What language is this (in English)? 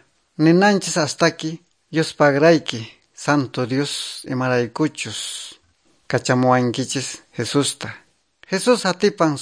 Quechua